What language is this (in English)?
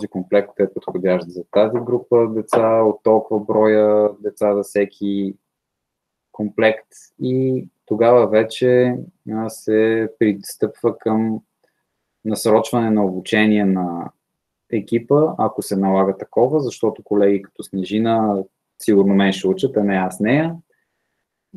Bulgarian